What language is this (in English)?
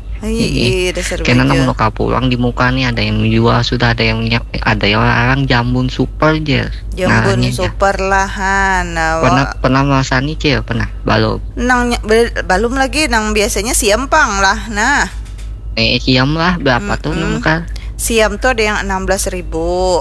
Banjar